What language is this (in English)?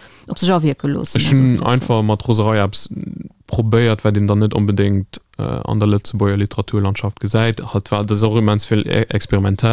Luxembourgish